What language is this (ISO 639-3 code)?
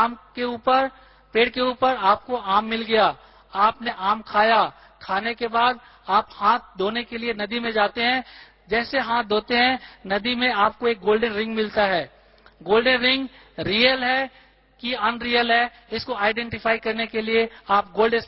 hin